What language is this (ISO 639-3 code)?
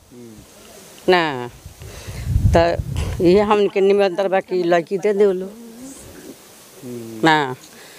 bho